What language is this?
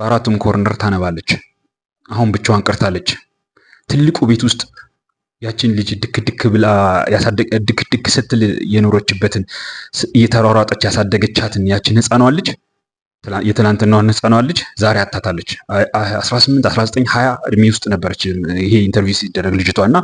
Amharic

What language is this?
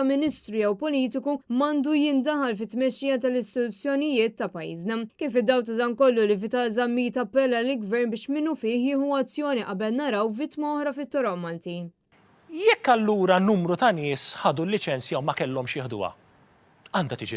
Maltese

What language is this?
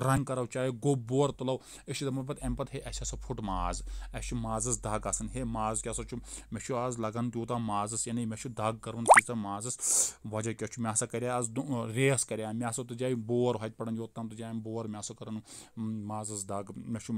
Kashmiri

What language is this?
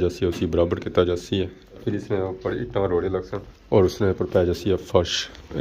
Pahari-Potwari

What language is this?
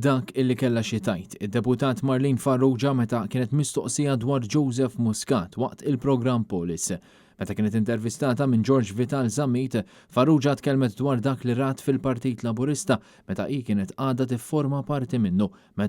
Maltese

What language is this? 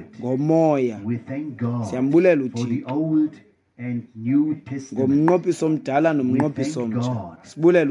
Xhosa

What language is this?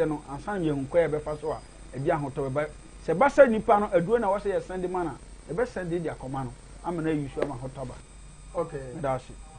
Akan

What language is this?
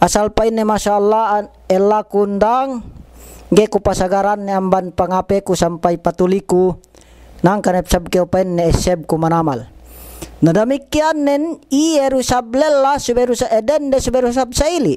Yakan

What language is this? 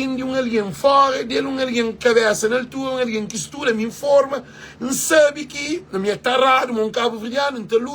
Kabuverdianu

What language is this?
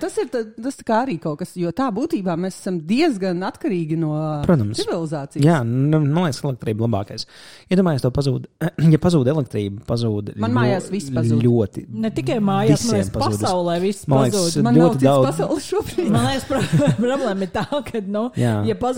Latvian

